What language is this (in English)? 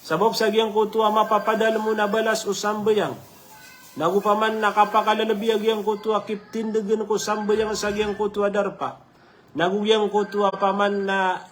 Maranao